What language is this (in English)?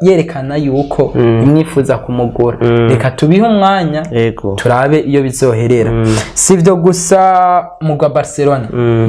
Rundi